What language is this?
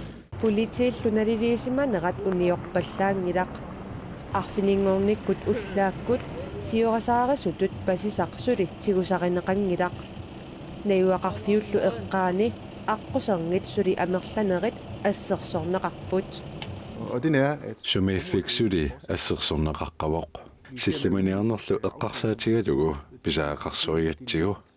Kalaallisut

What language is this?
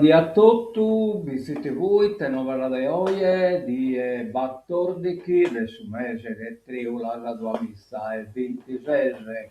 Sardinian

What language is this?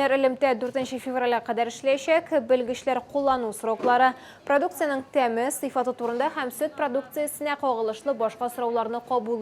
Tatar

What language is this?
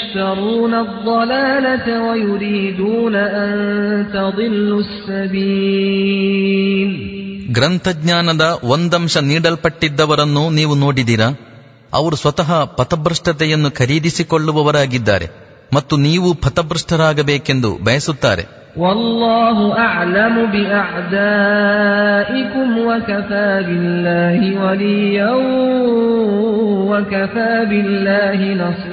Kannada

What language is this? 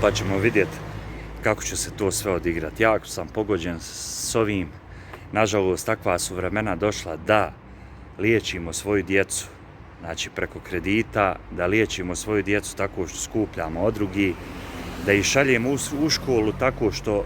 Bosnian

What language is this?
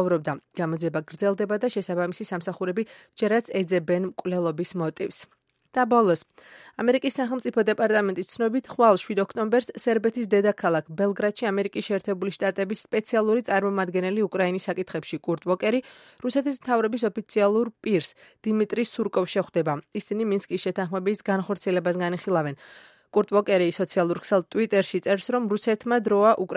Georgian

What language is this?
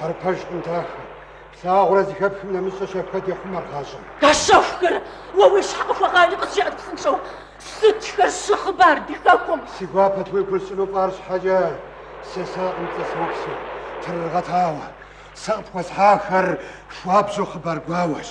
Kabardian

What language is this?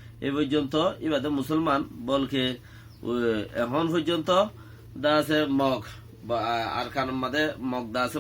Rohingya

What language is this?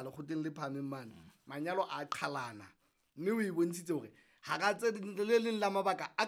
Southern Sotho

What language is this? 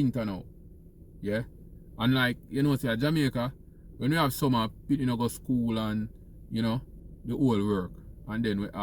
Jamaican Creole English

